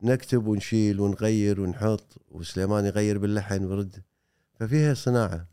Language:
Gulf Arabic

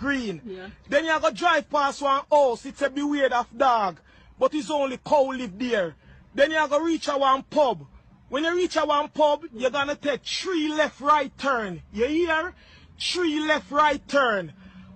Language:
Jamaican Creole English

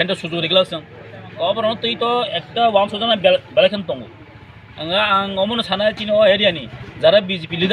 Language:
Kok Borok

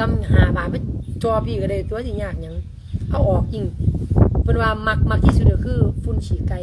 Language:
Lao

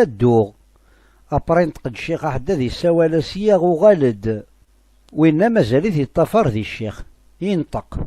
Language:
Kabyle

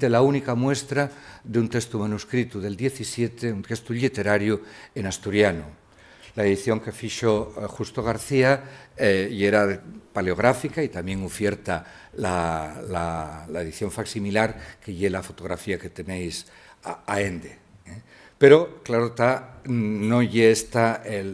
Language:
Asturian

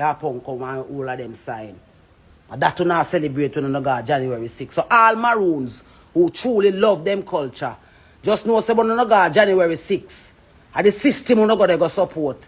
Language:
Jamaican Creole English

